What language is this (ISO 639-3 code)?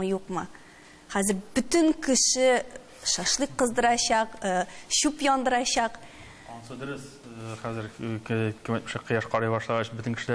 tat